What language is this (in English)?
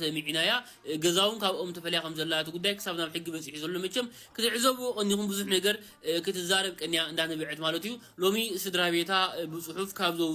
Tigrinya